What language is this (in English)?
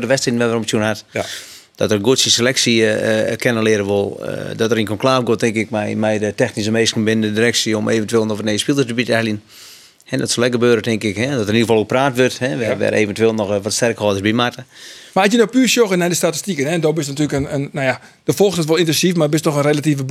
Western Frisian